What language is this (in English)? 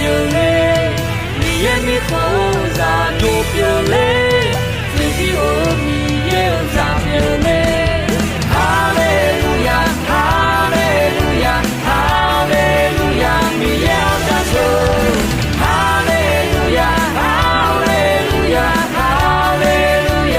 Akha